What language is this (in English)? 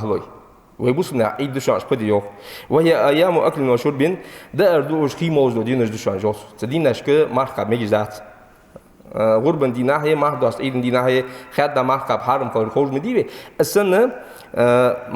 Ingush